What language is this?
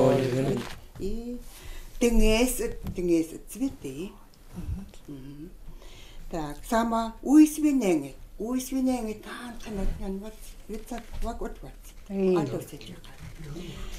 Chukot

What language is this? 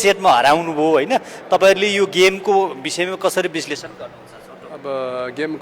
Nepali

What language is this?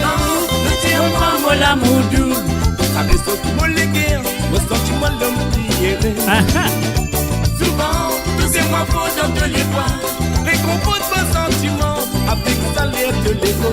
Morisyen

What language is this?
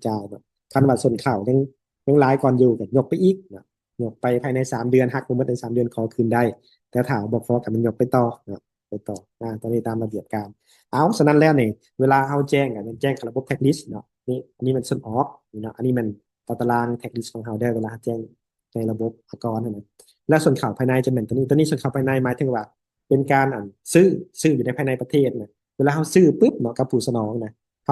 Lao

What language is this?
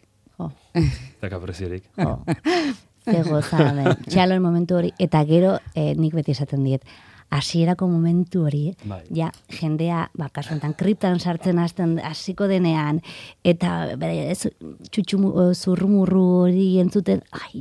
Basque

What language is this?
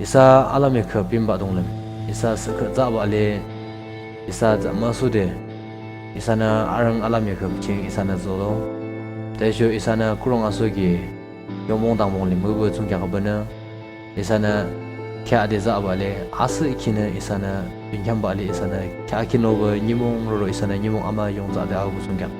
Yimchungru Naga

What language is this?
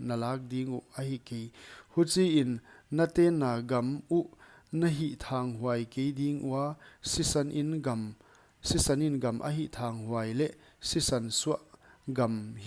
Paite Chin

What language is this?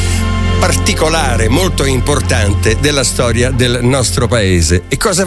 Italian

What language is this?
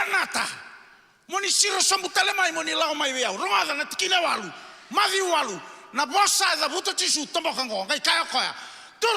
Fijian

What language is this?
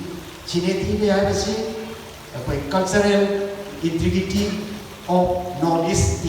Manipuri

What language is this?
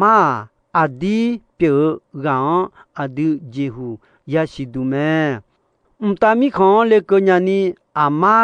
Akha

